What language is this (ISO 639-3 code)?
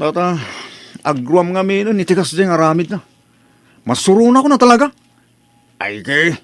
ilo